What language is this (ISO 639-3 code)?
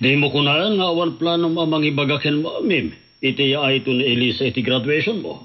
ilo